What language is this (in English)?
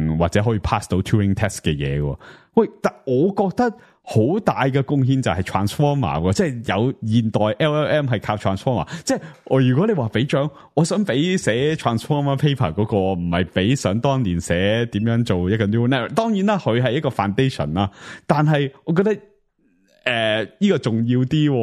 Cantonese